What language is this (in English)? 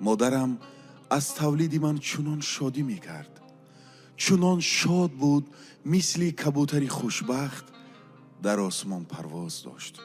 Tajik